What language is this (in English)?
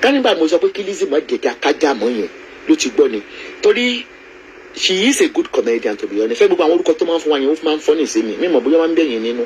Yoruba